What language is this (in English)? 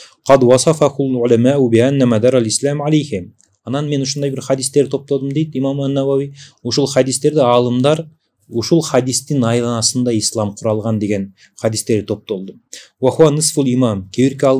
Kyrgyz